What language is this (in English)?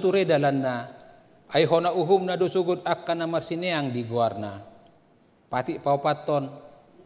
Batak Toba